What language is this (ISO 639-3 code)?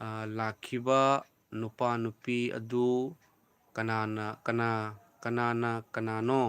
mni